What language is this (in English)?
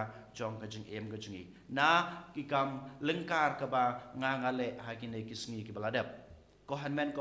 Khasi